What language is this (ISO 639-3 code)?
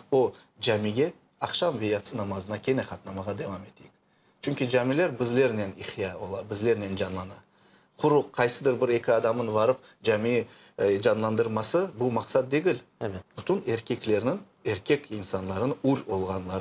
crh